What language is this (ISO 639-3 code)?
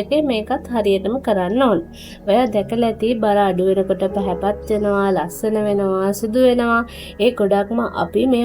sin